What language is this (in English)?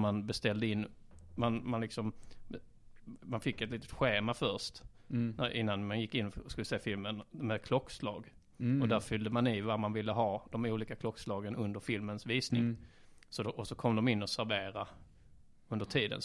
Swedish